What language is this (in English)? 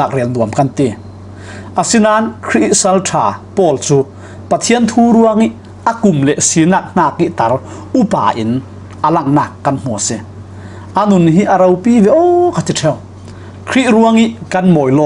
Falam Chin